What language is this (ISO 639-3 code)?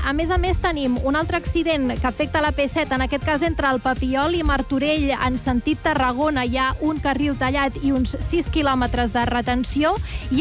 cat